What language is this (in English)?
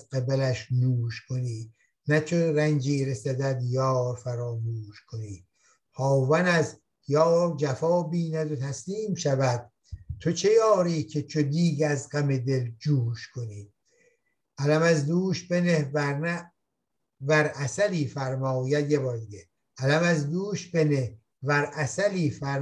Persian